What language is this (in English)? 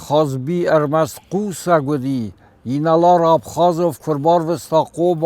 Ossetic